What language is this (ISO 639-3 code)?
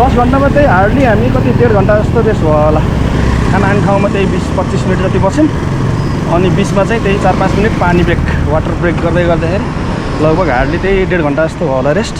nep